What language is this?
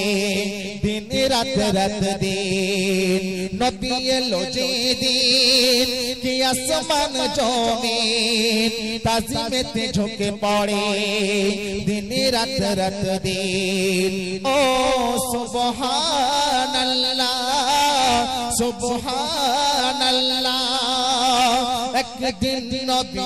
Bangla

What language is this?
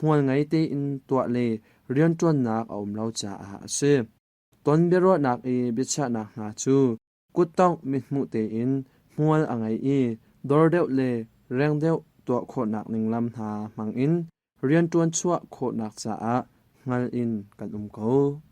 Hakha Chin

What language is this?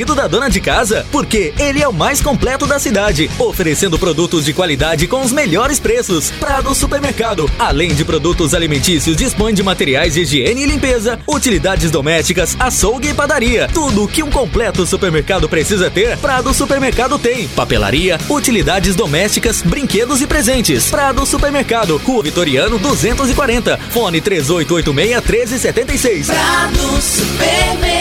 Portuguese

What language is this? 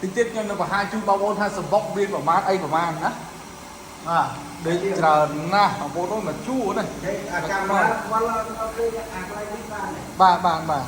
Khmer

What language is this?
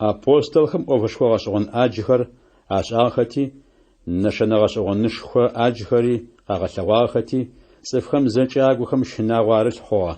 Adyghe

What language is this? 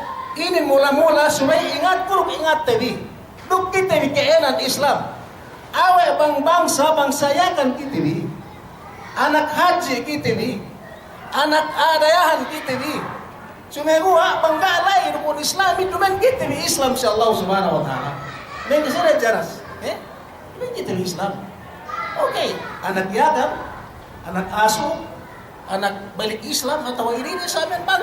Yakan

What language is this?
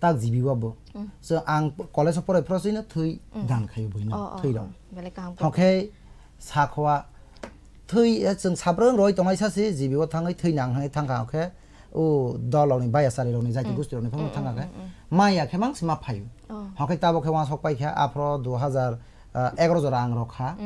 Kok Borok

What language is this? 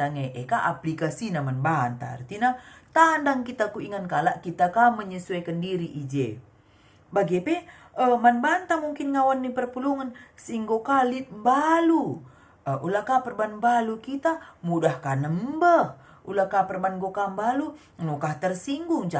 Batak Karo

